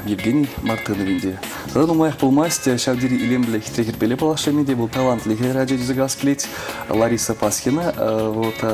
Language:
Chuvash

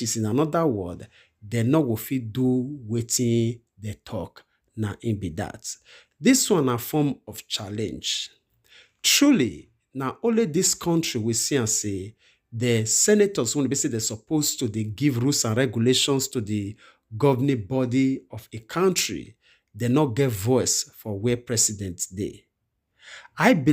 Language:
Nigerian Pidgin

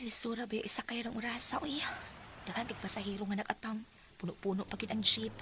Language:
Cebuano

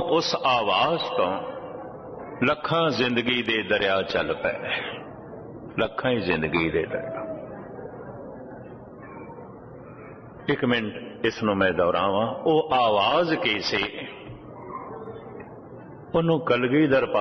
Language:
Punjabi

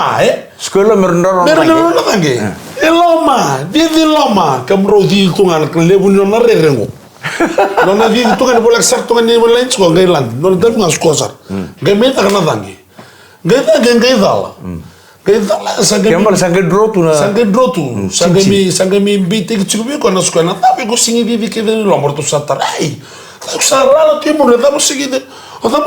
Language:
Fijian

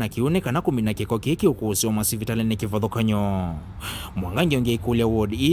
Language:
Kamba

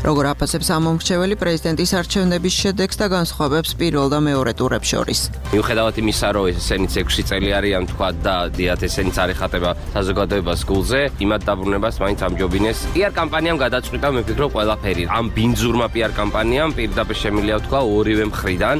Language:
Georgian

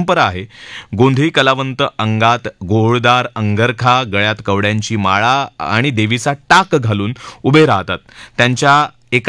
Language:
Marathi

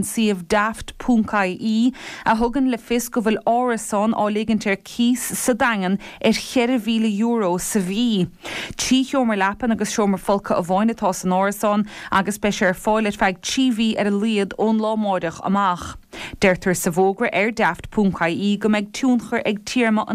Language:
Irish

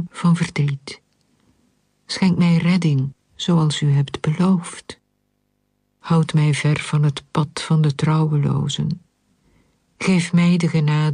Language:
Dutch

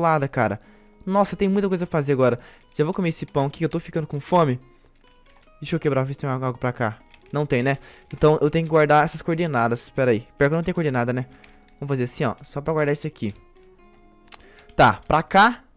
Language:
Portuguese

